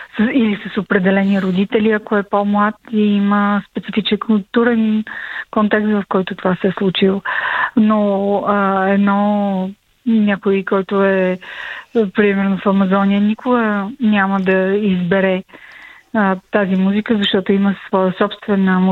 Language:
Bulgarian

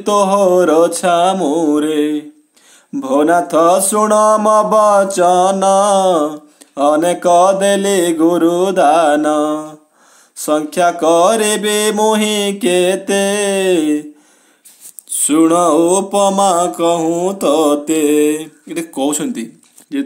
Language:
Odia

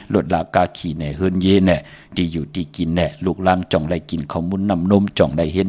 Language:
Shan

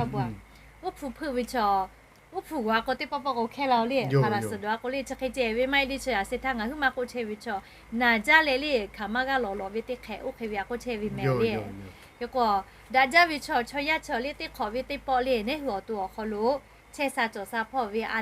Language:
Lahu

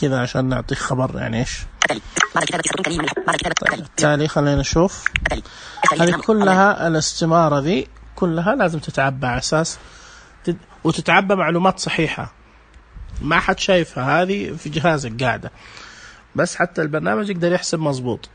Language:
Najdi Arabic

